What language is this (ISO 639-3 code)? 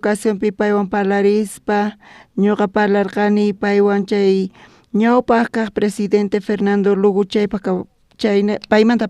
quh